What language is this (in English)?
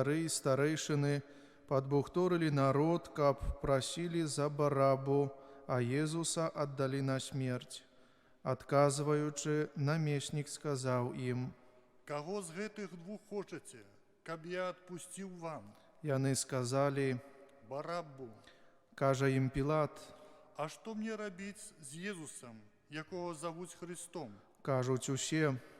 Belarusian